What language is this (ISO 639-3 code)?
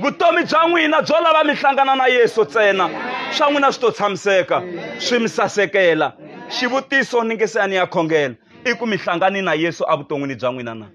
tso